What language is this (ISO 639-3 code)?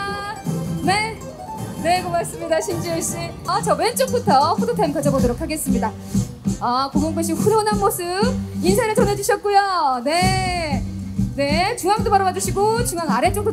kor